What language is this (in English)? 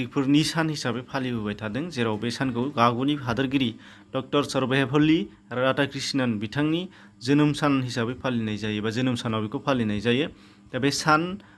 Bodo